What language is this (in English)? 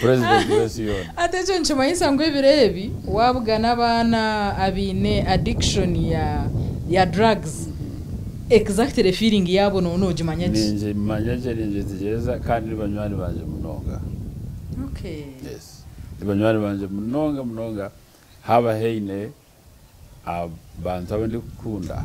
Nyankole